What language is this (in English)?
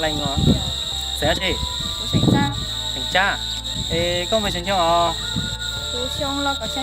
Hmong